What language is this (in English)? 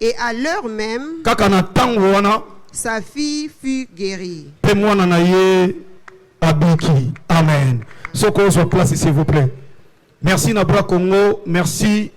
Lingala